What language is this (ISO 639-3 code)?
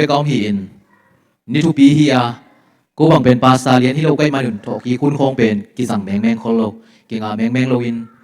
ctd